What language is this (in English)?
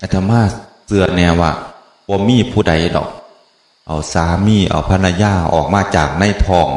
Northeastern Thai